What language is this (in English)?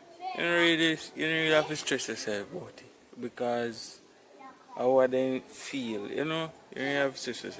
Jamaican Creole English